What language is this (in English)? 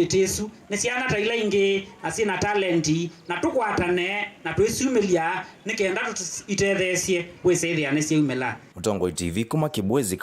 Kamba